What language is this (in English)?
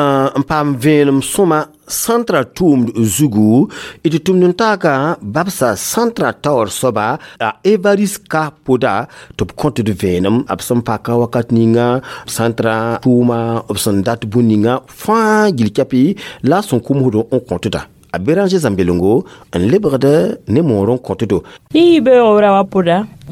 Mossi